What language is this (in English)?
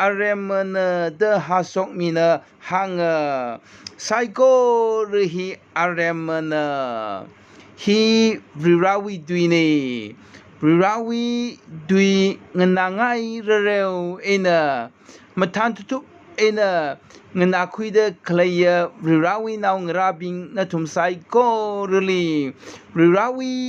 Tangkhul Naga (India)